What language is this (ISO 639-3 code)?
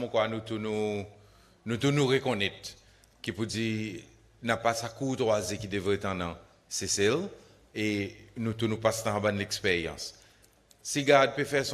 crs